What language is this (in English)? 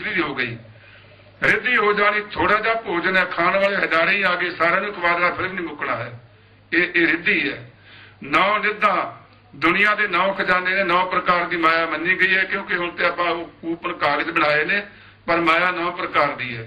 Punjabi